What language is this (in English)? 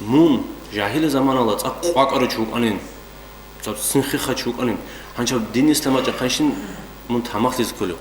Avaric